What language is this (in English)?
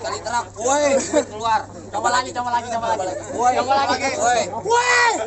Betawi